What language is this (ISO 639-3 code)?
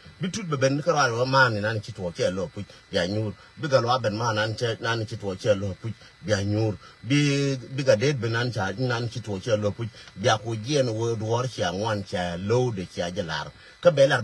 nus